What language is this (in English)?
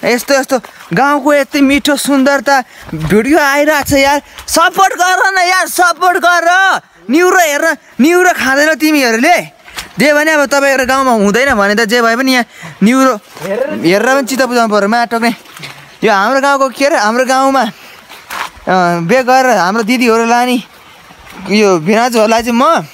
Nepali